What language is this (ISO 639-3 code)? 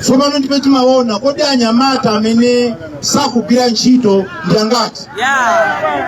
nya